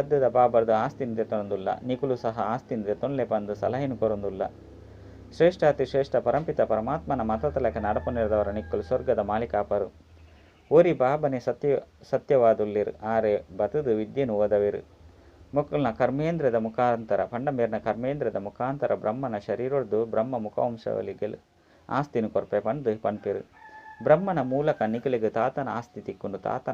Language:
Tulu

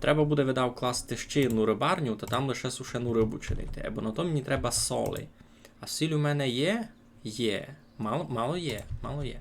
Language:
Rusyn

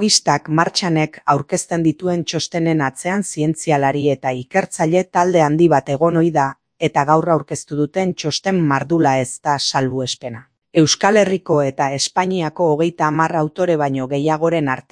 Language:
Basque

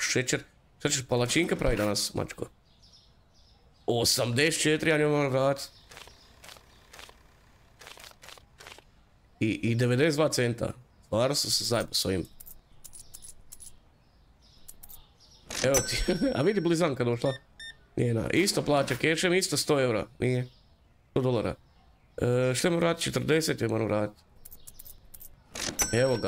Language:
Croatian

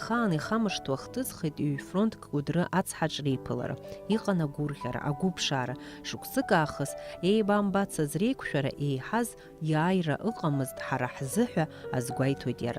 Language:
Abkhazian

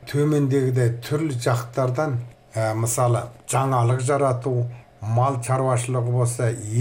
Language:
Kazakh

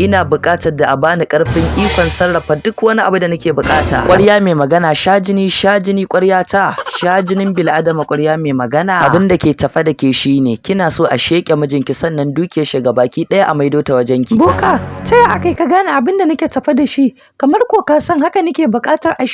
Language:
Hausa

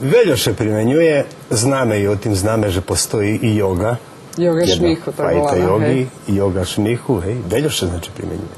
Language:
Rusyn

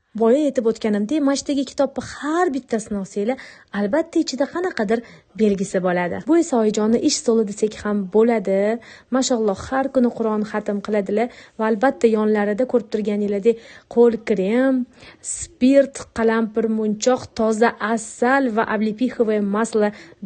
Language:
Uzbek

